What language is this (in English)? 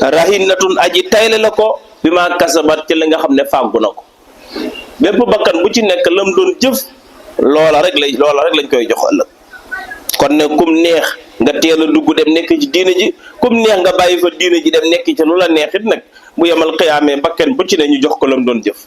Wolof